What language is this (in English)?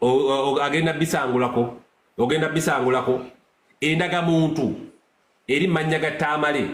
Ganda